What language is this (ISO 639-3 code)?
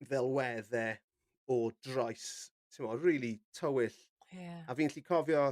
cym